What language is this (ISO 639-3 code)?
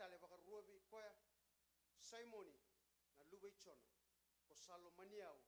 fij